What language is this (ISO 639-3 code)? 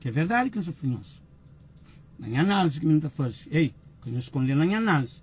kea